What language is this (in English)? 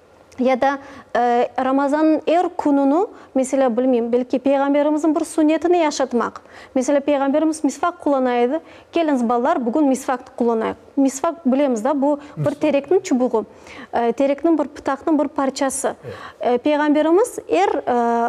Crimean Tatar